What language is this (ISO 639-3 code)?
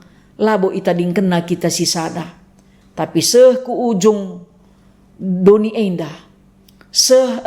btx